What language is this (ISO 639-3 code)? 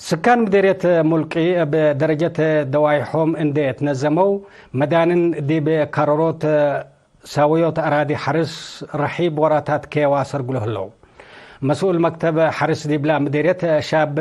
tig